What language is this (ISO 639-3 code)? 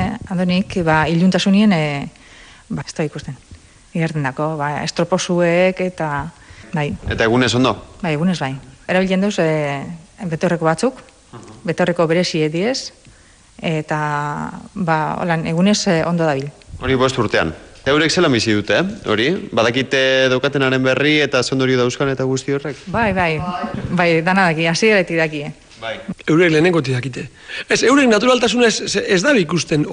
eus